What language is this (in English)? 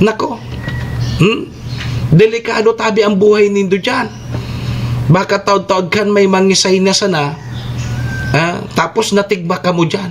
Bikol